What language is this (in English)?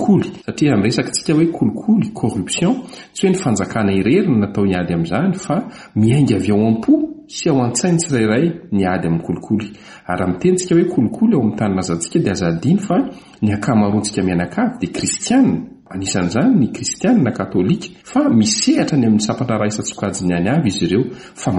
Malagasy